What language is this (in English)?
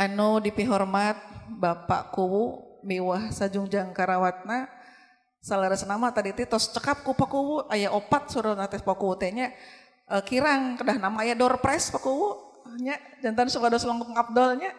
Sundanese